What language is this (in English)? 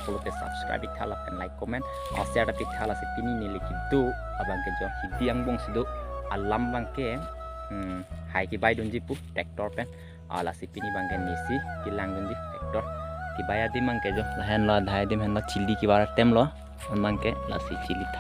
Karbi